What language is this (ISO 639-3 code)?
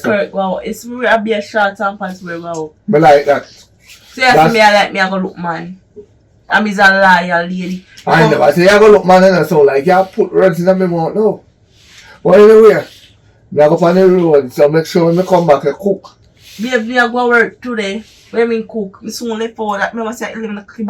jam